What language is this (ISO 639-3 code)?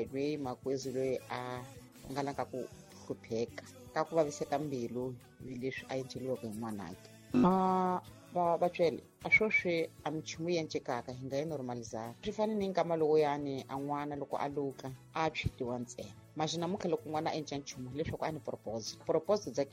tso